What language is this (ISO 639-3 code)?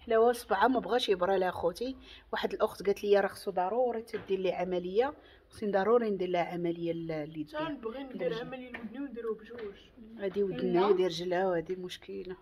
ary